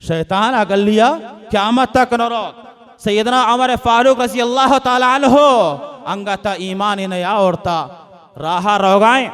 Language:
Baluchi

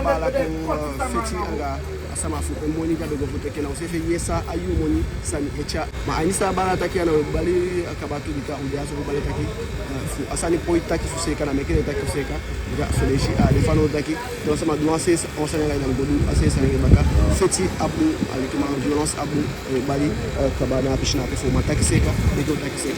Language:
Eastern Maroon Creole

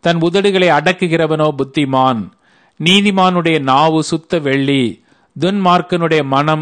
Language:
Tamil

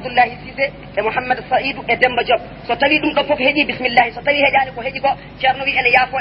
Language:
Fula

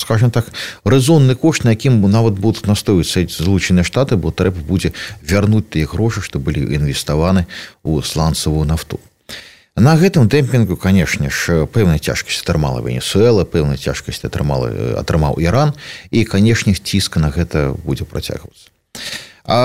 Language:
Belarusian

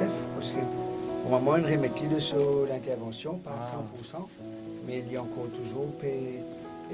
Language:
Morisyen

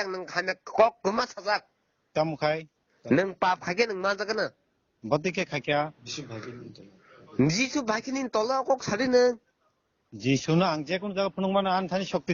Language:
Kok Borok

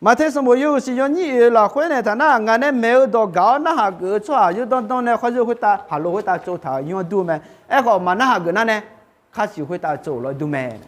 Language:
Akha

